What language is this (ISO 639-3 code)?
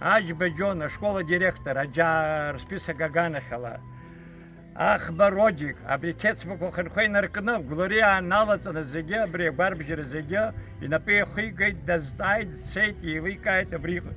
abk